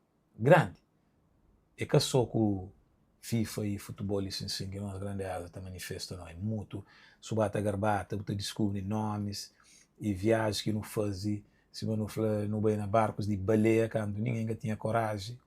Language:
Kabuverdianu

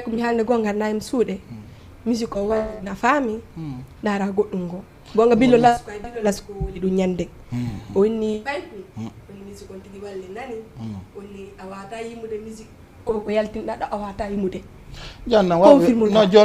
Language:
Fula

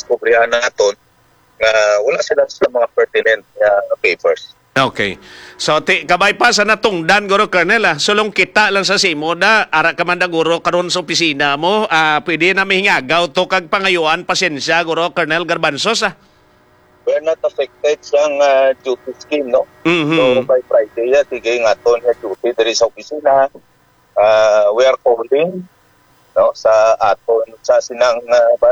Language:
Hiligaynon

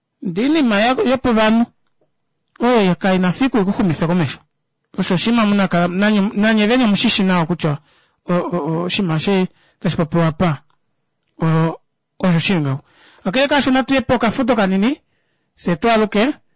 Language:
Kuanyama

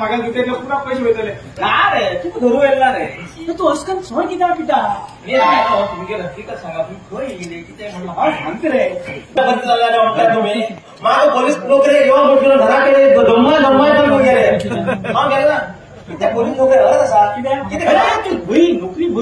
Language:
Konkani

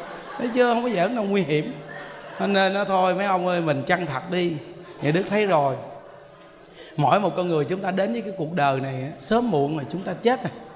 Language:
Vietnamese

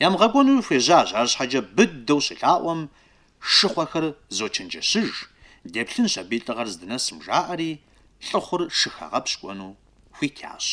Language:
Kabardian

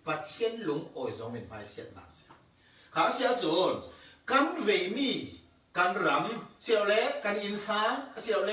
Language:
Falam Chin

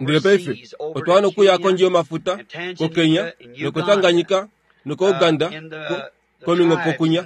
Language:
Kuanyama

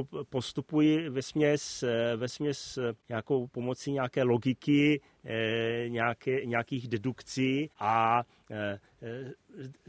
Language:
Czech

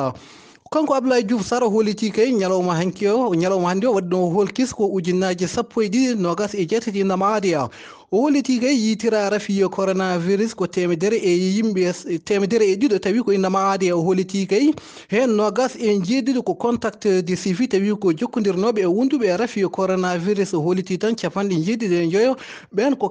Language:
Fula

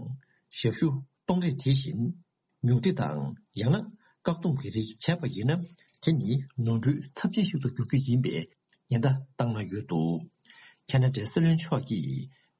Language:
Tibetan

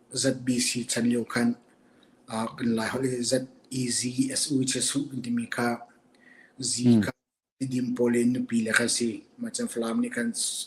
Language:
Hakha Chin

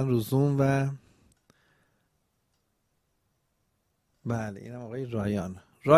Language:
Persian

